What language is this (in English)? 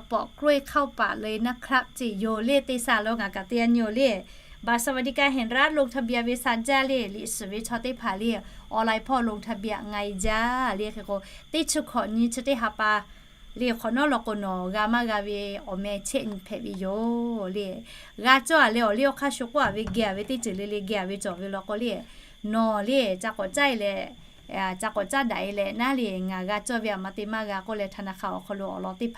Lahu